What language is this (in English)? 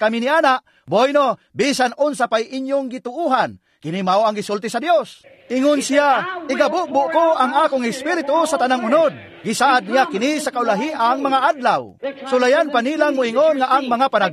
Cebuano